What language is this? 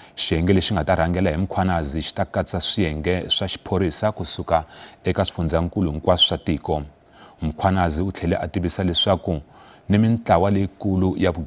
Tsonga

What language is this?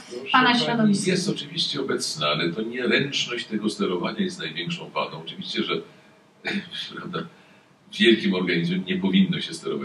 Polish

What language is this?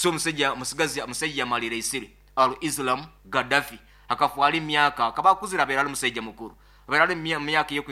Nyoro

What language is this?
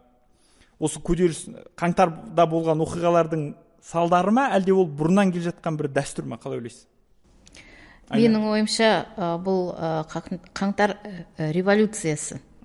Kazakh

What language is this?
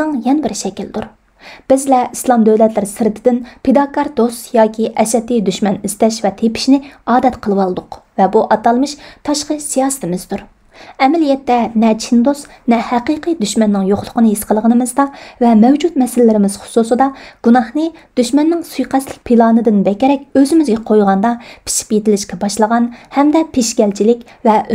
Uyghur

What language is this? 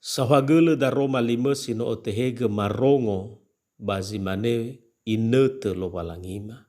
Nias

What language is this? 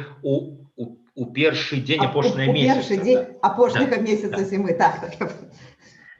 Belarusian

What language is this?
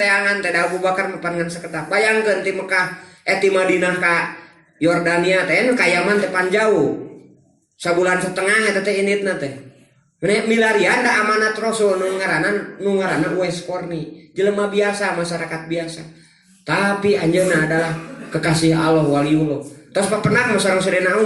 Sundanese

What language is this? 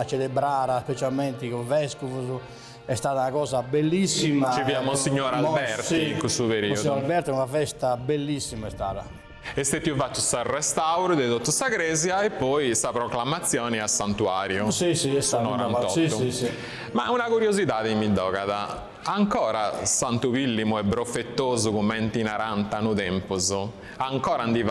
Sardinian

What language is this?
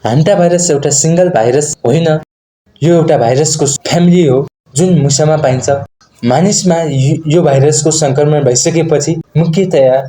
Nepali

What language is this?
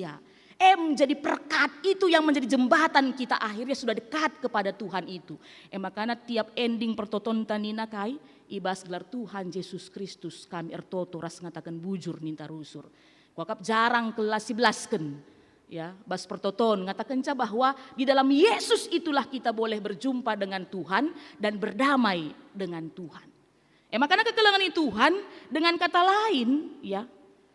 Batak Karo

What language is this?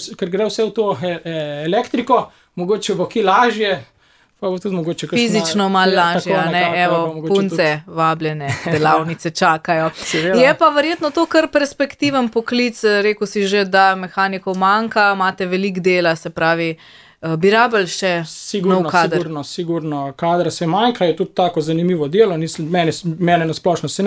Slovenian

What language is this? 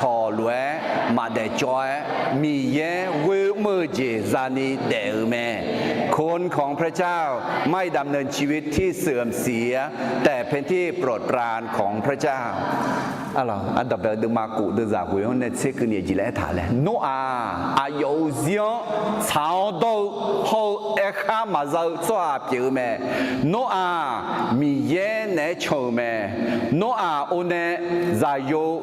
Akha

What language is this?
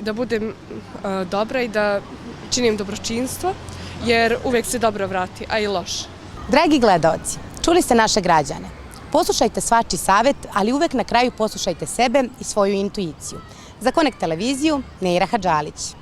Bosnian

